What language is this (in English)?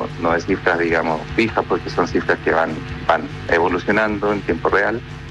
Spanish